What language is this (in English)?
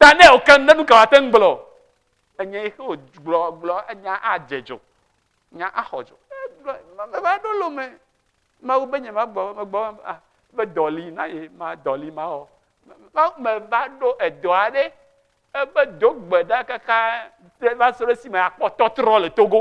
Ewe